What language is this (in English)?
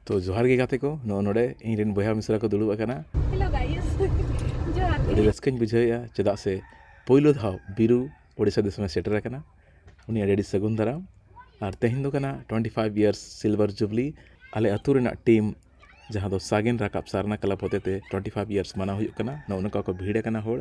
Santali